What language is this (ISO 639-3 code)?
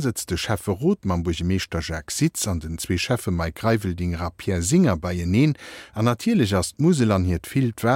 ltz